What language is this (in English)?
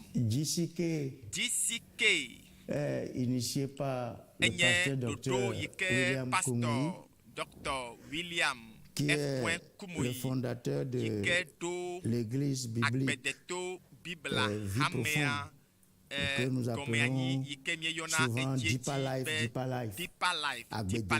Ewe